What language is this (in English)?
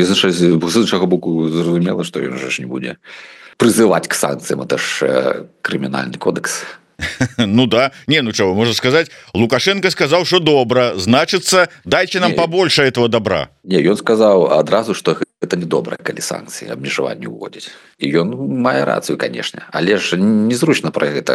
Belarusian